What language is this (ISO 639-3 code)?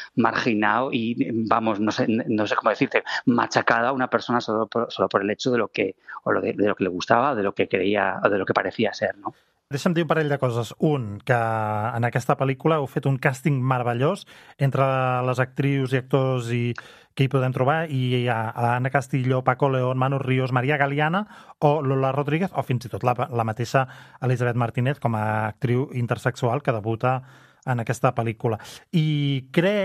cat